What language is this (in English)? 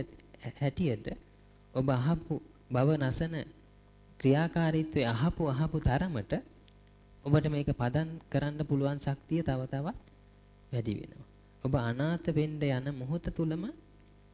Sinhala